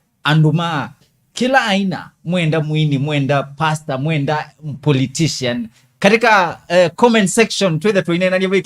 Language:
Kamba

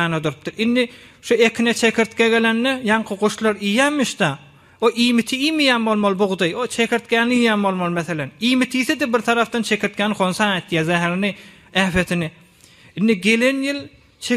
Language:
Turkmen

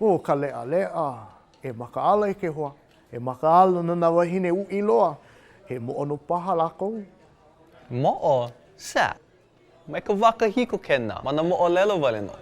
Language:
Hawaiian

